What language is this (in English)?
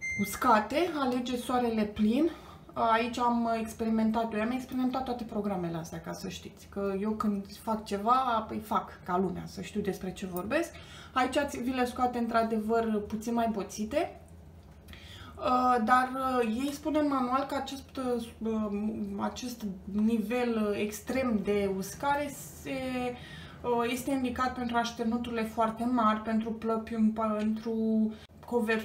Romanian